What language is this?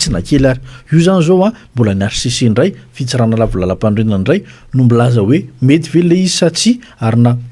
Malagasy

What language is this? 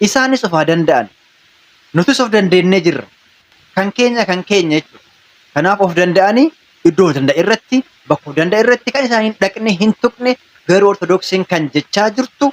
Oromo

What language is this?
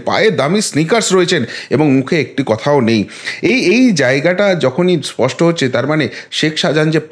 Bangla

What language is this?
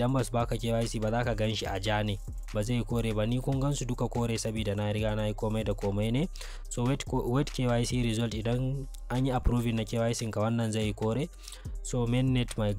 Hausa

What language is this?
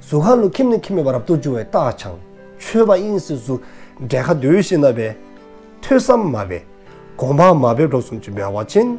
Dzongkha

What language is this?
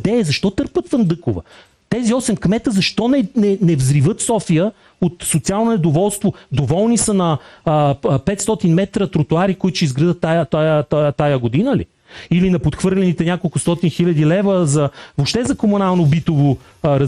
Bulgarian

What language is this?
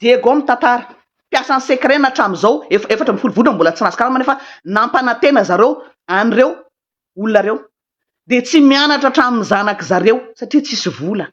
Malagasy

